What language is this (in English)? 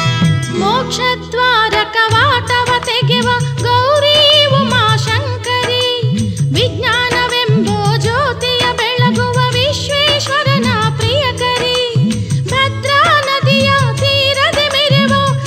Kannada